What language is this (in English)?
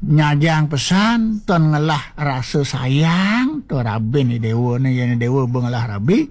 Balinese